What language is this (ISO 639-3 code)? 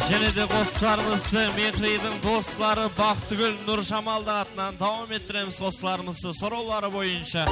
kaa